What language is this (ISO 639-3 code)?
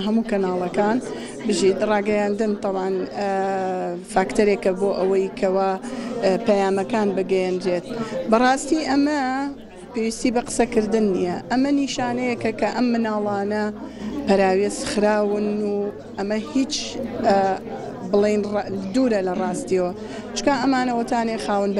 ckb